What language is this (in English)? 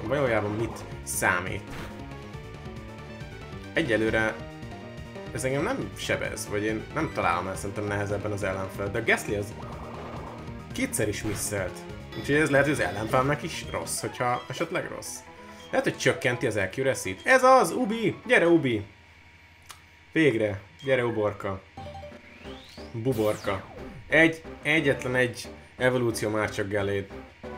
Hungarian